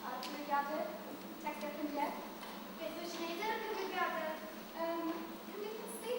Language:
Welsh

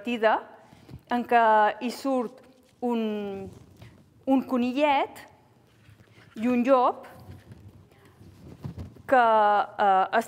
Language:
Catalan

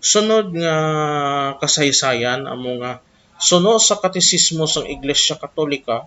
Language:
Hiligaynon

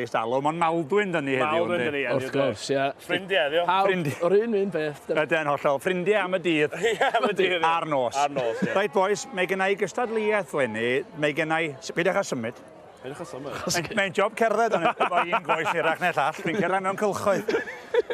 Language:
Welsh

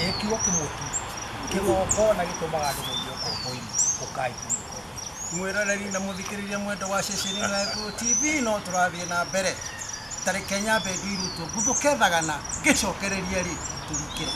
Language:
Kikuyu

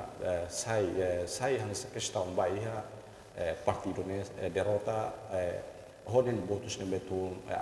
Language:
Tetum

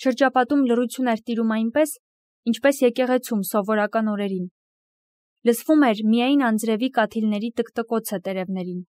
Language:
Armenian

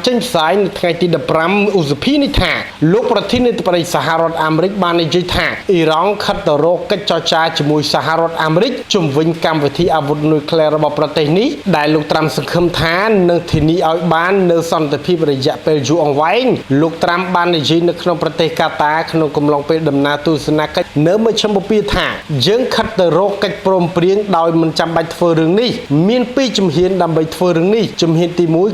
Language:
Khmer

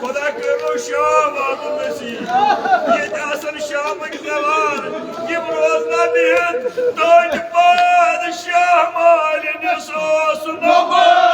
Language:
Kashmiri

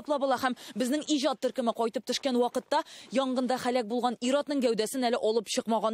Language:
Tatar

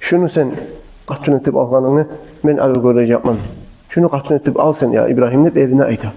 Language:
Kumyk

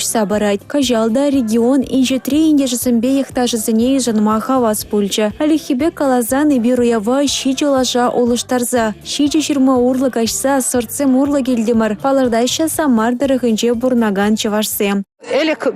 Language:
Chuvash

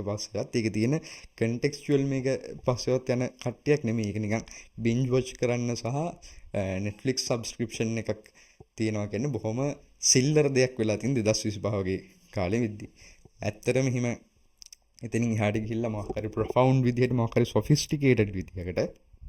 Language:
Sinhala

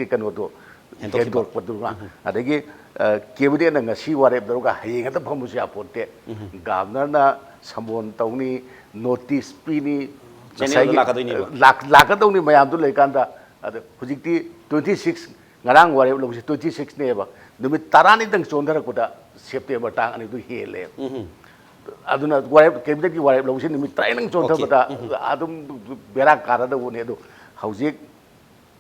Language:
Manipuri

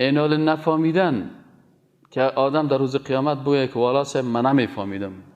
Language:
Persian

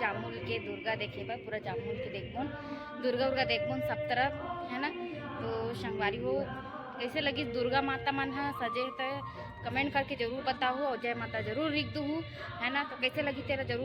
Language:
Chhattisgarhi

